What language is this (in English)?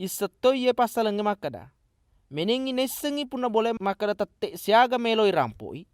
Buginese